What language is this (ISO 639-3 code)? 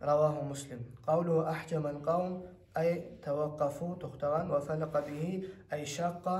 kum